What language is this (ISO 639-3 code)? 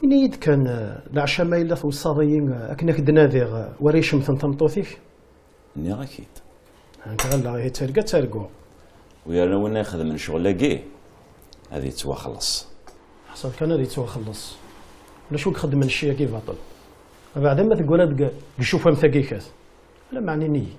kab